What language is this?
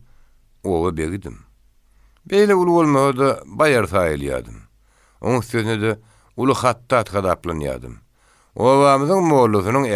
Turkmen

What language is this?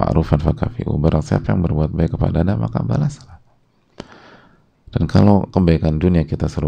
Indonesian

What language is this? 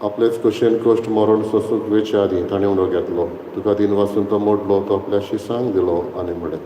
Konkani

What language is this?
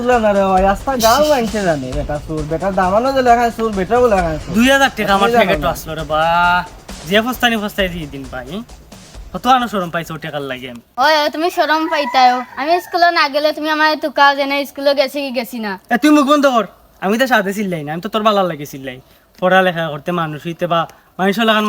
Sylheti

